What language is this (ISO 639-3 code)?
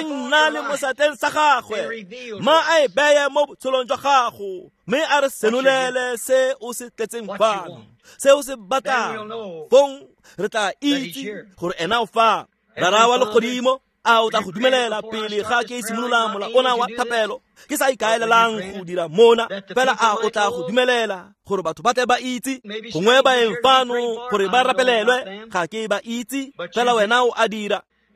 tsn